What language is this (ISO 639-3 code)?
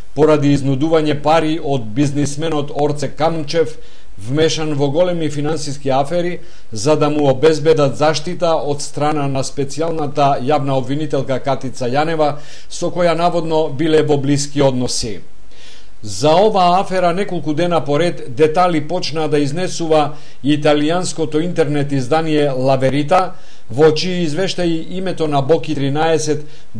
mkd